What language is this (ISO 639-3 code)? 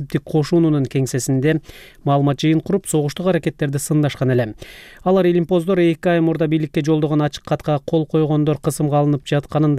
kir